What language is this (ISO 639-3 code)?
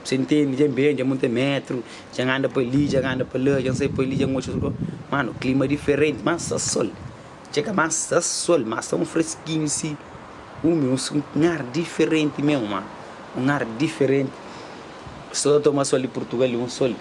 kea